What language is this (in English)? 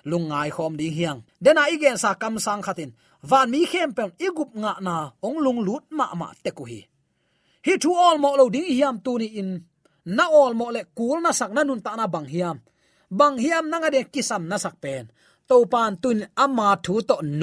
Tedim Chin